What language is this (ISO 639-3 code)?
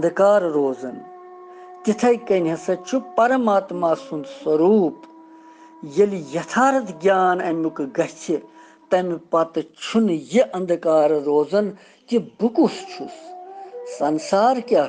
kas